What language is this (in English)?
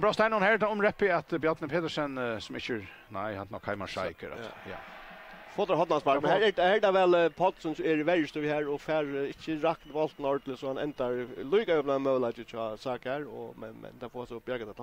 Faroese